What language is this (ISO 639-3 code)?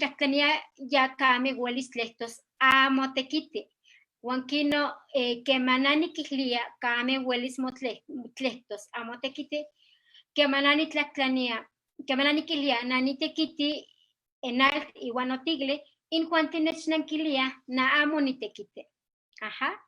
nhe